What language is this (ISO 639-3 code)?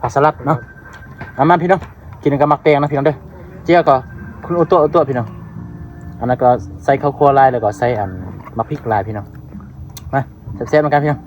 lao